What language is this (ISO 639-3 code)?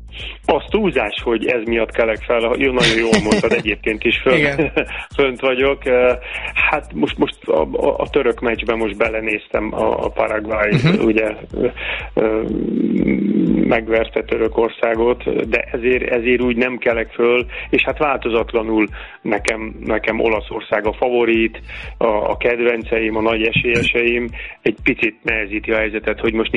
hun